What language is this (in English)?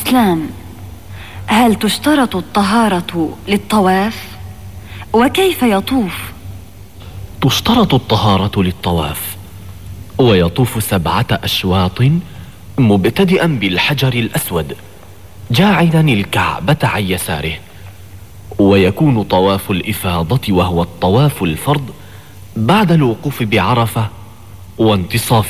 Arabic